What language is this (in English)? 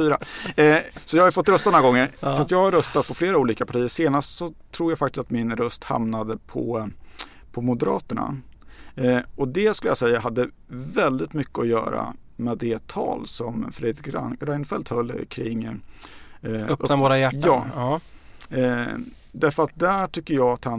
Swedish